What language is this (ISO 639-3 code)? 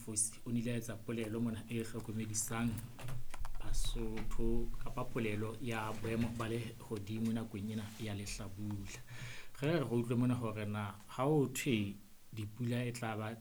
sot